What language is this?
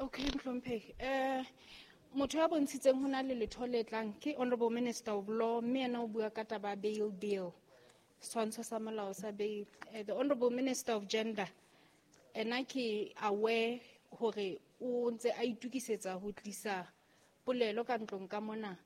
Southern Sotho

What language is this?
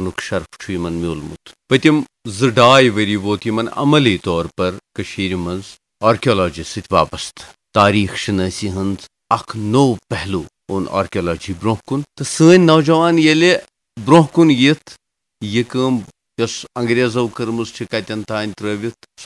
Kashmiri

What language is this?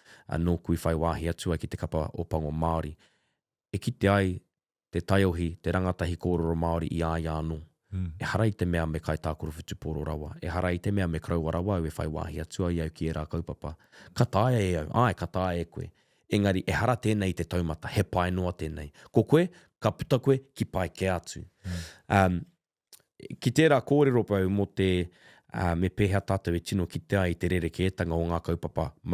Māori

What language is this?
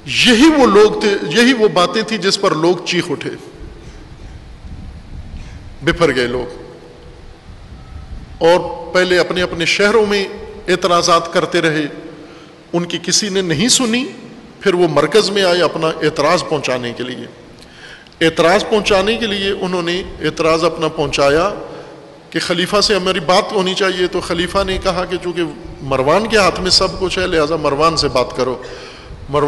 Urdu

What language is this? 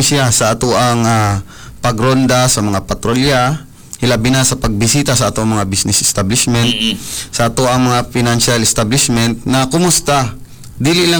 Cebuano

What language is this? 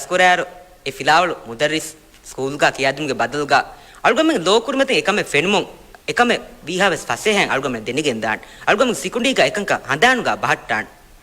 Divehi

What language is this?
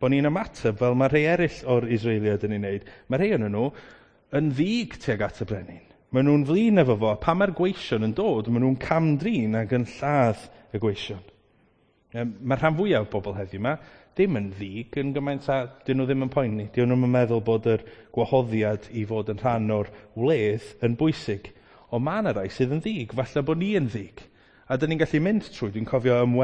Welsh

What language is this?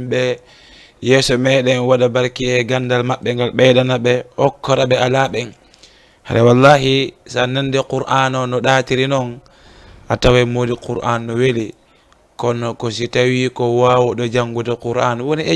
Fula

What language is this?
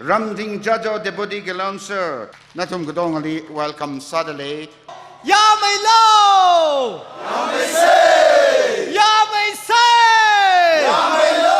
Tangkhul Naga (India)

